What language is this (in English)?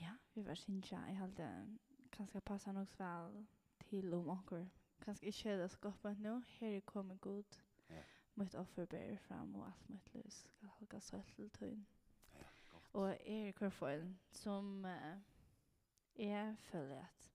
Faroese